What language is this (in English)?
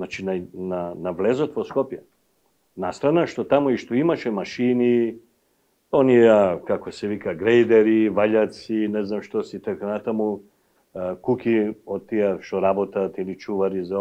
Macedonian